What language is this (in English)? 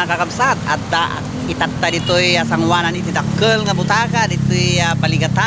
Iloko